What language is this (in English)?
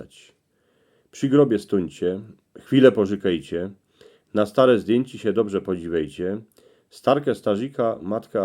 Silesian